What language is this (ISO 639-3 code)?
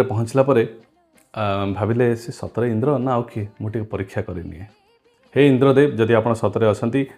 ori